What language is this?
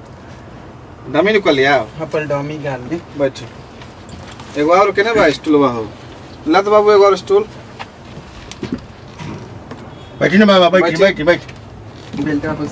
Bhojpuri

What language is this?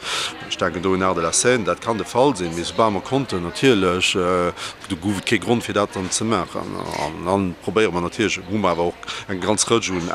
Luxembourgish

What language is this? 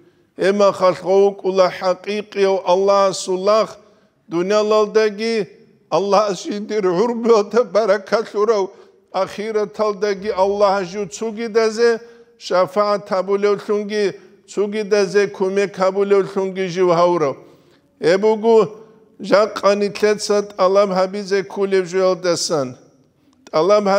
Avaric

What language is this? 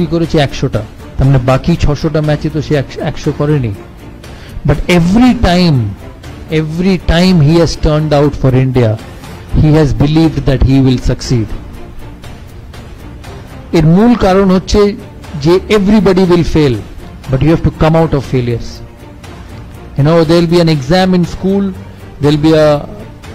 Bangla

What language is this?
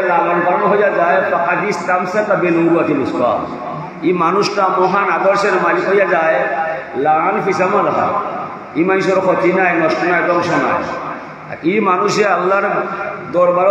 Sylheti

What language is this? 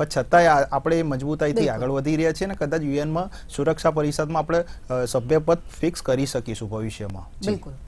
Gujarati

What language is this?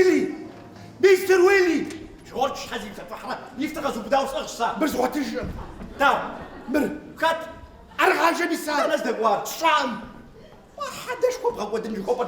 Kabardian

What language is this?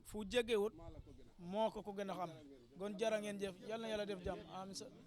Wolof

